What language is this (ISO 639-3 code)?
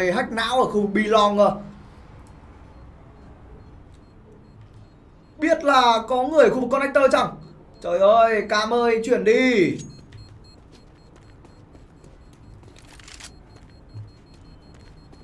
vie